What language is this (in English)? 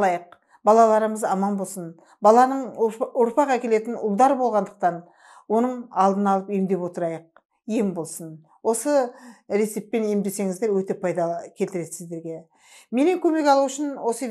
Kazakh